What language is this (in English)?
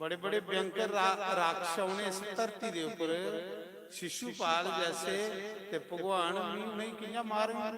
Dogri